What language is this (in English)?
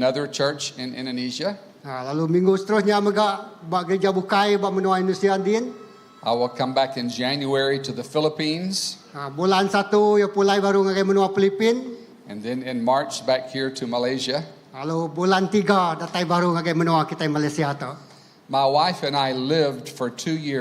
Iban